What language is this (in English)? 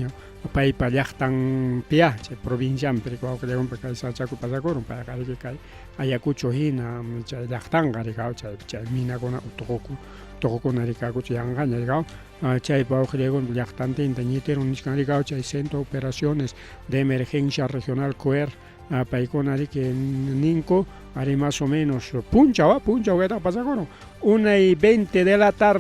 Ayacucho Quechua